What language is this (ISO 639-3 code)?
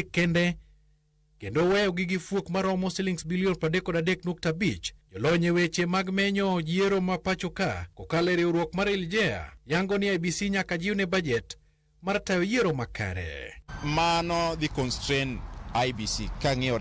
luo